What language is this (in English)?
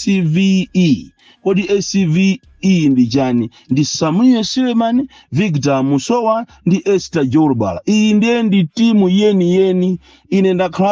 Nyanja